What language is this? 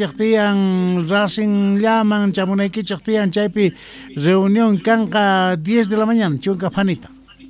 South Bolivian Quechua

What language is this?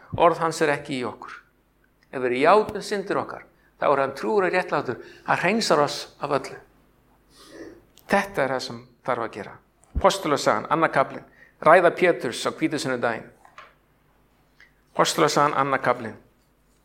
Icelandic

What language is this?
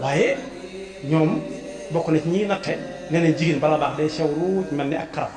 Wolof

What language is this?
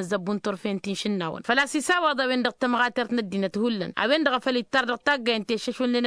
Tamasheq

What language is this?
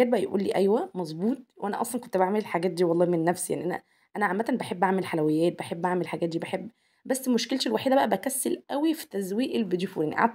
Egyptian Arabic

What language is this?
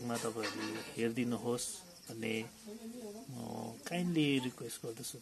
Nepali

